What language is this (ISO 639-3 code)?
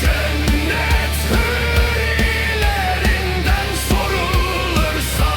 crh